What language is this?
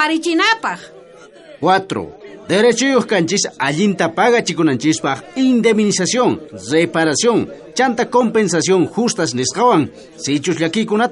South Bolivian Quechua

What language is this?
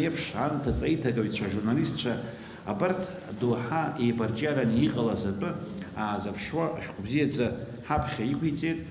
Abkhazian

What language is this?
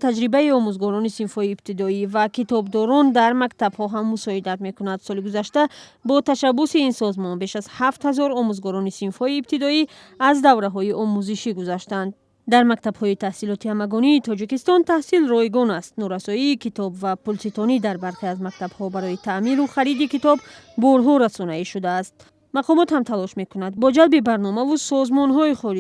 Tajik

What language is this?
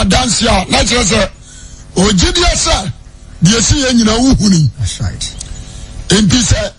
Akan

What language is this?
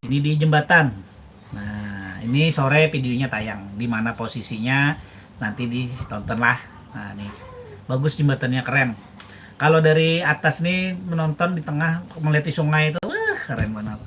Banjar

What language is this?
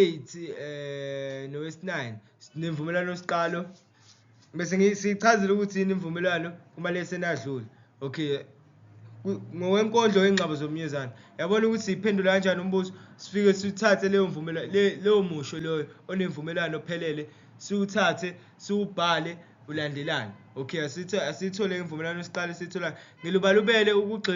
Zulu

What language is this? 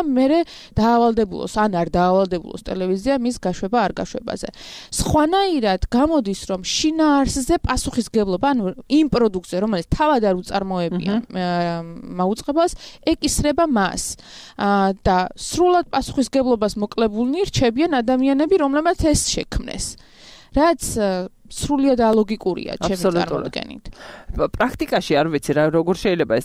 Georgian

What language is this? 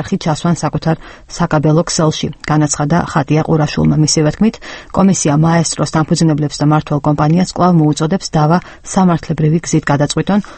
Georgian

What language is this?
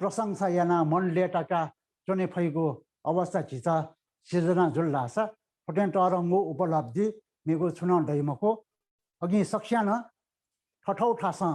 Newari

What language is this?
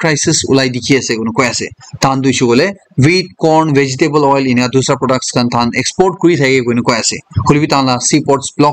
Naga Pidgin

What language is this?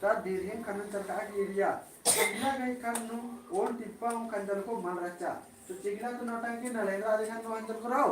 Kurukh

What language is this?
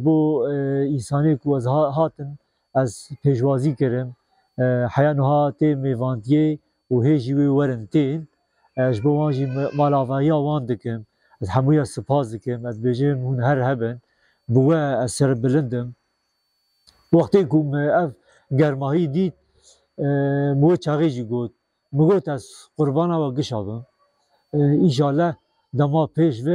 Kurdish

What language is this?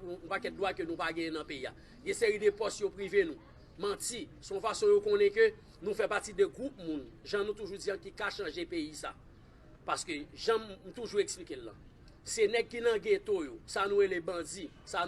Haitian Creole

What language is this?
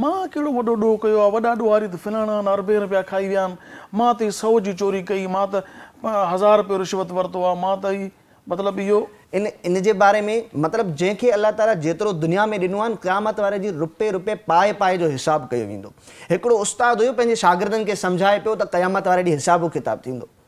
Sindhi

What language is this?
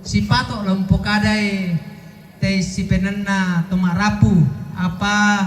Toraja-Sa'dan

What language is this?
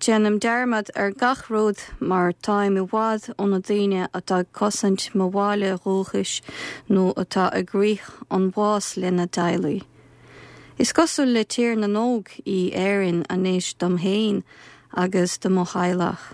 Irish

